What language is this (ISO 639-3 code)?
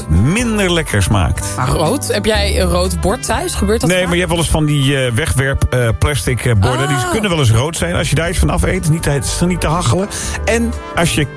nld